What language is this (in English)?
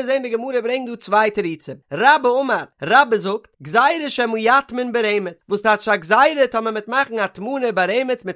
Yiddish